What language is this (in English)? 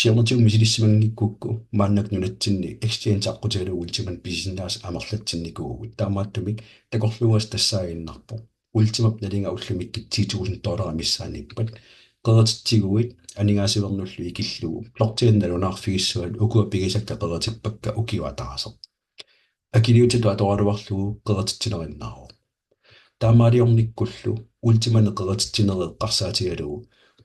Kalaallisut